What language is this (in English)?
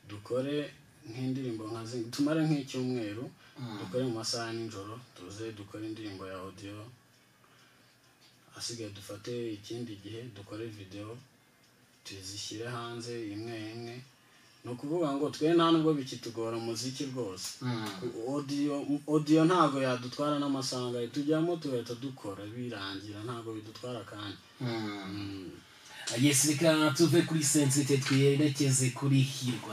Kinyarwanda